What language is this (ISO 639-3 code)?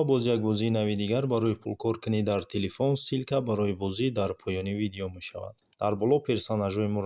tgk